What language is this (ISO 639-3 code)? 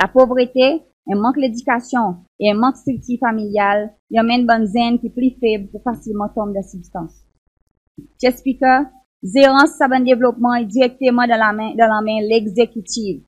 crs